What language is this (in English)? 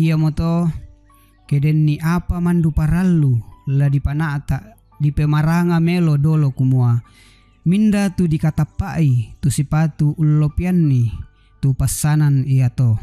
Toraja-Sa'dan